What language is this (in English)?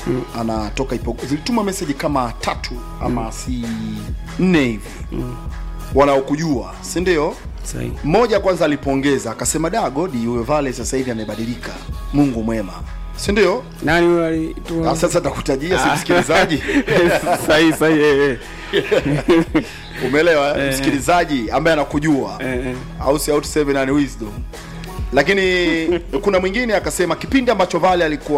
Swahili